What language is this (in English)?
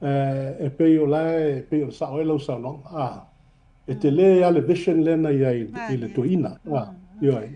Samoan